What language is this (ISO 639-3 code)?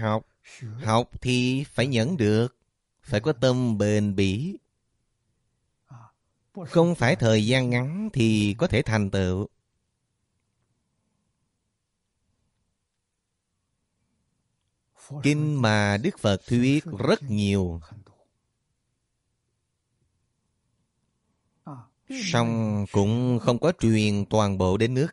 vie